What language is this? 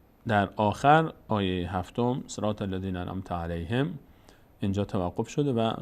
Persian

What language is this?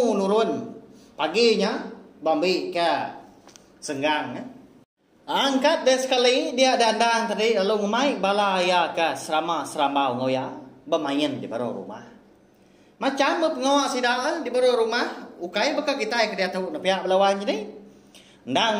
Iban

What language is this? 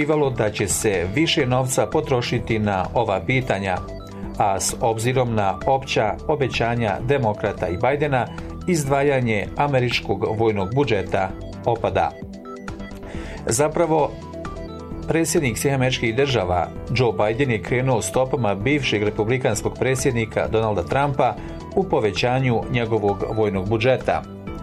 Bosnian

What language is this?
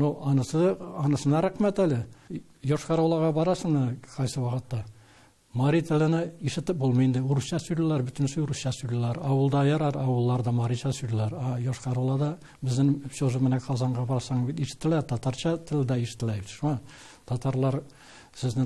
Tatar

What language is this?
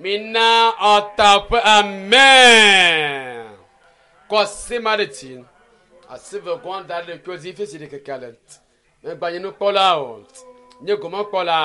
Ewe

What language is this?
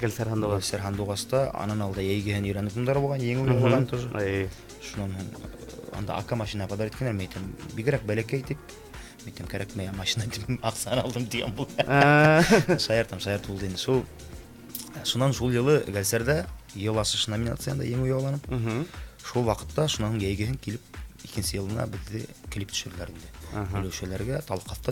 Bashkir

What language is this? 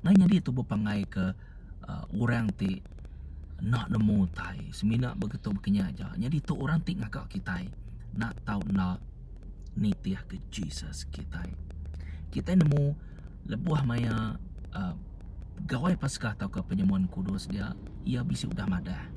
Iban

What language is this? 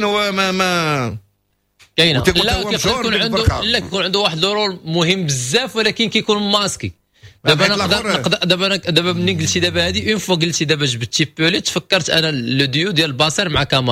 Moroccan Arabic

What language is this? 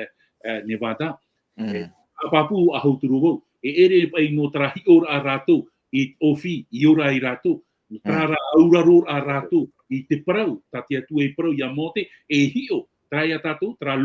Tahitian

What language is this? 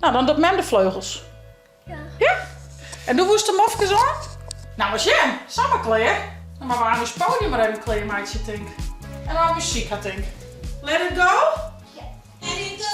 Western Frisian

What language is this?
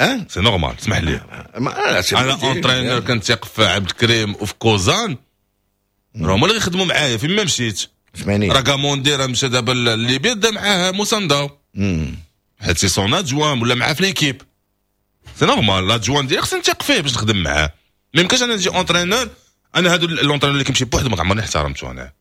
Moroccan Arabic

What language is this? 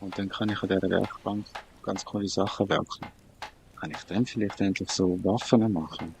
Swiss German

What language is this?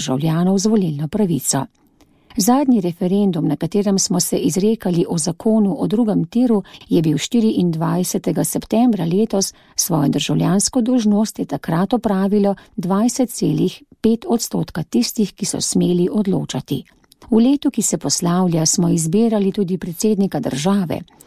Slovenian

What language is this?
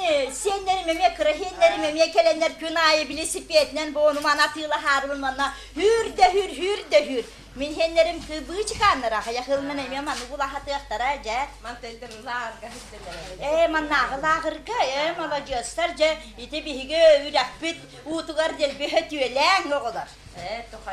Yakut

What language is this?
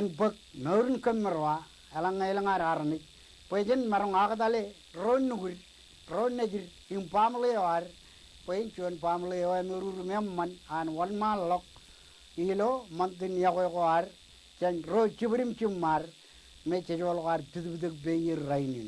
Marshallese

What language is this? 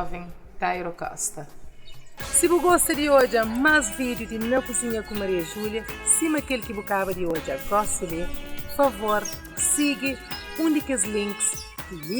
Kabuverdianu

